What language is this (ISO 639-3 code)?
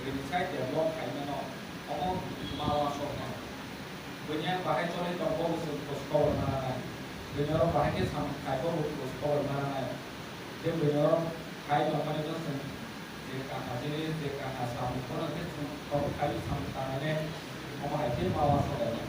trp